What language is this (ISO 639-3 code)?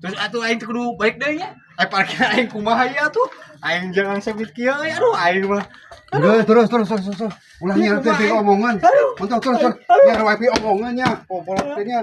sun